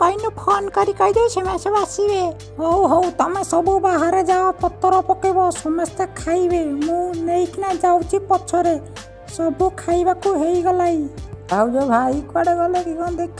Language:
Odia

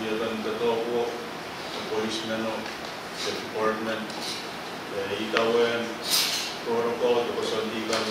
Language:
Pohnpeian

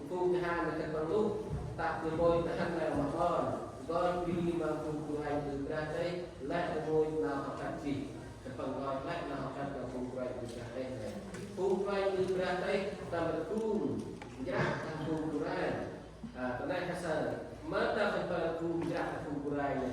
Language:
Central Mnong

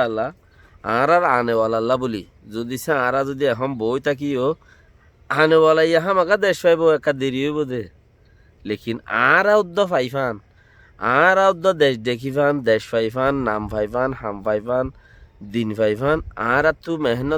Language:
Rohingya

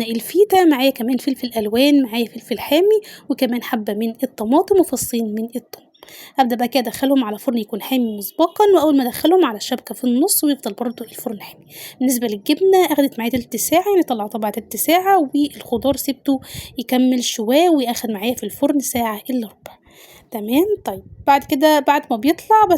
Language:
Egyptian Arabic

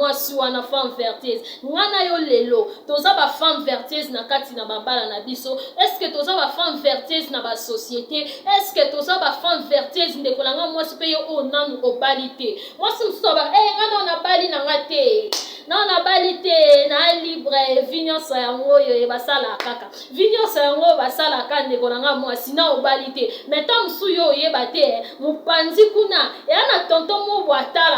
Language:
Lingala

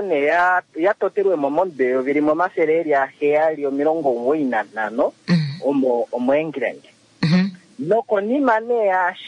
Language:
Kuanyama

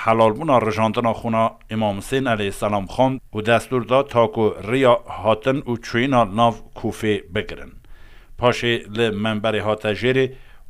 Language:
Kurdish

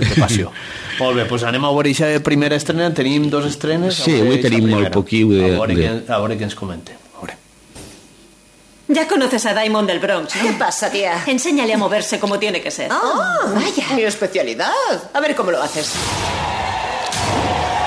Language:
Catalan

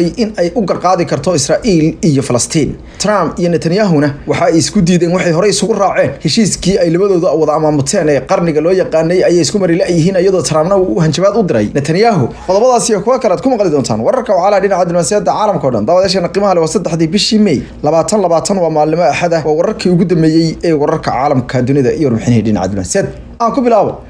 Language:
Somali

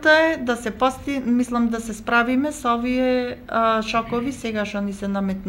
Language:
Macedonian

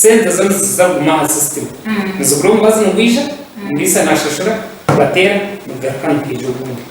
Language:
Nyankole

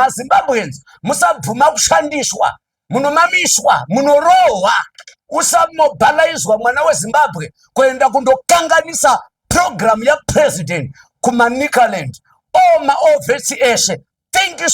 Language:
Shona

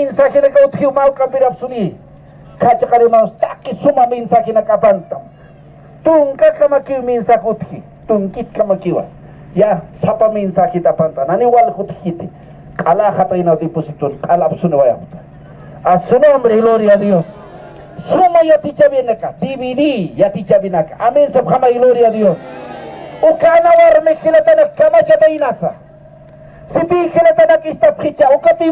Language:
Aymara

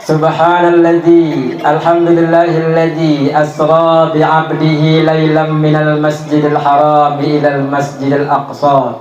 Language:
Banjar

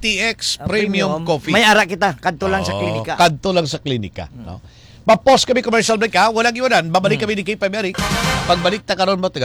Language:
Hiligaynon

